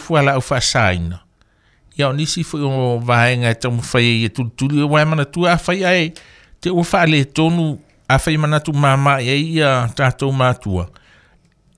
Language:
Samoan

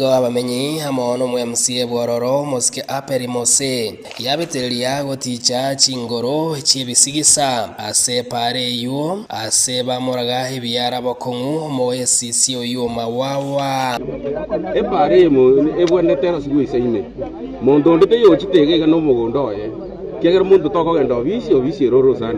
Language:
Gusii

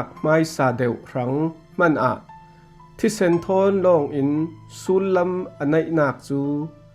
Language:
Falam Chin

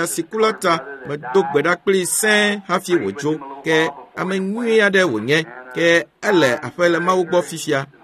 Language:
Ewe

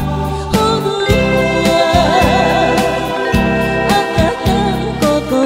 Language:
Chinese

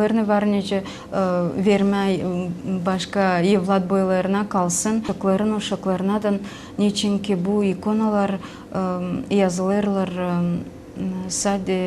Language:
Gagauz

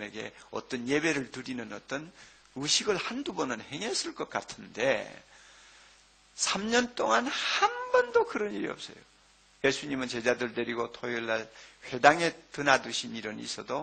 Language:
Korean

